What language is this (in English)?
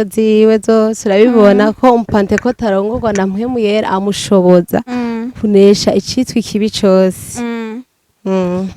Rundi